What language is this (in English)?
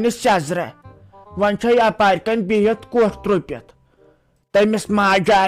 Kashmiri